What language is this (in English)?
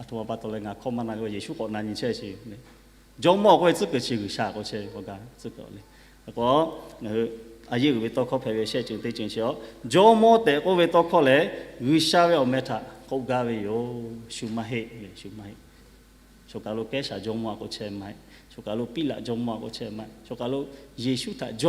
Lahu